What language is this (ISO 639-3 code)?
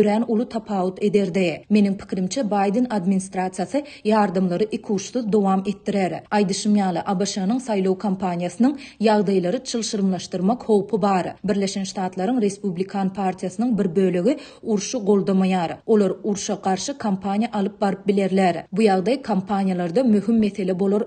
tuk